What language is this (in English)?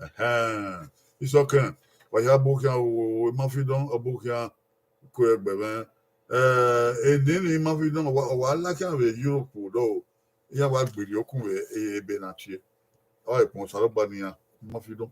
Bini